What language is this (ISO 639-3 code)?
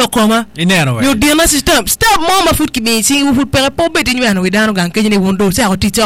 ach